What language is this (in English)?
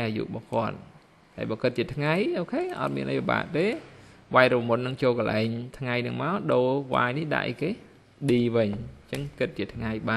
Khmer